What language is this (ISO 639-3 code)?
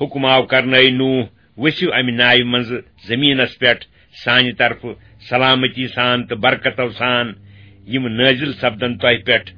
kas